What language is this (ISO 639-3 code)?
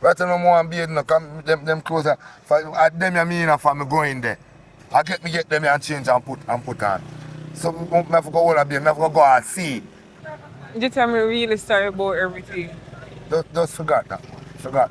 jam